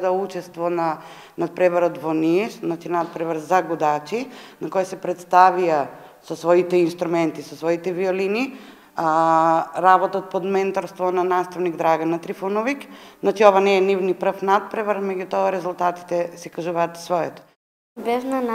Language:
Macedonian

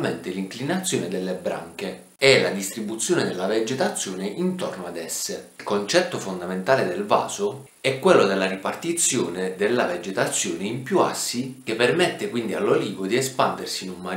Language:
Italian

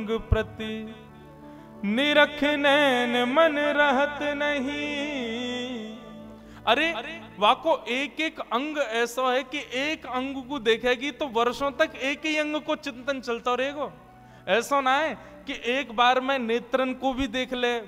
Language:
Hindi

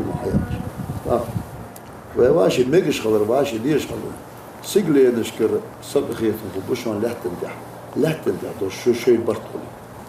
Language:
Ingush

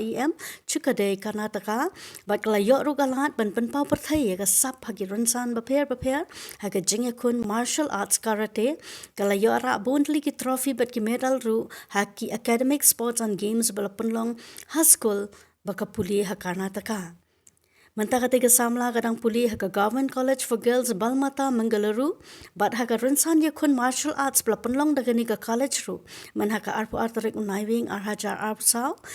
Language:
Khasi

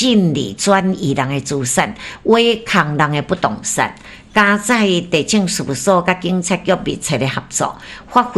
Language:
Min Nan Chinese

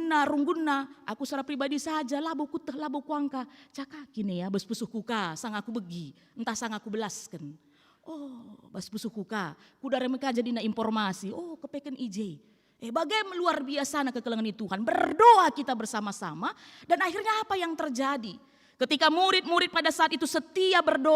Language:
Batak Karo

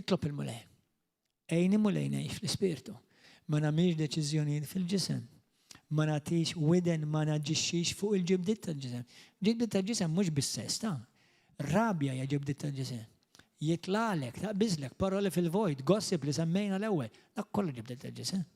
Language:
Maltese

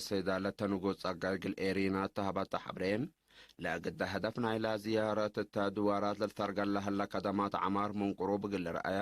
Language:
Tigre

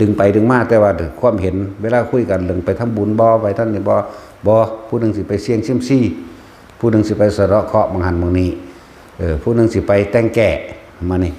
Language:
Northeastern Thai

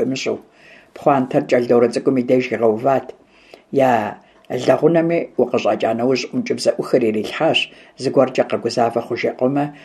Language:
Kabardian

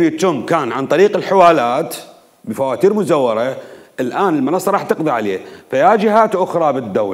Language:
Mesopotamian Arabic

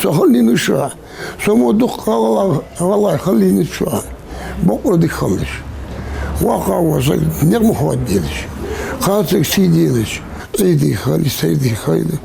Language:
Ingush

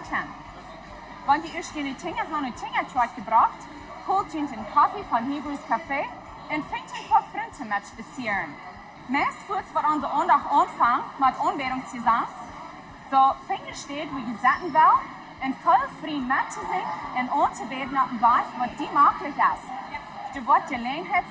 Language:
Plautdietsch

